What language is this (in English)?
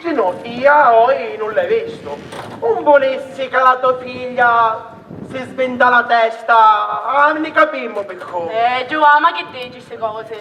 Sicilian